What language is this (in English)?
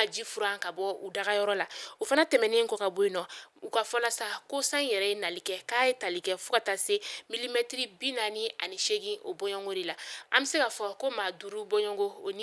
Bambara